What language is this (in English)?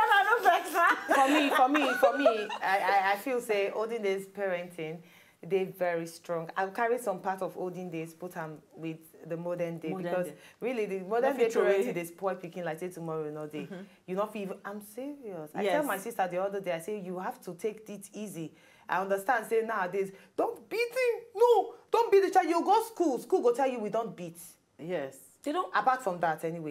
Nigerian Pidgin